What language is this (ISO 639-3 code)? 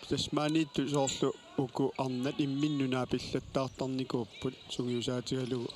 kal